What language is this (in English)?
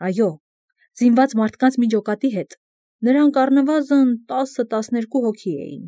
Armenian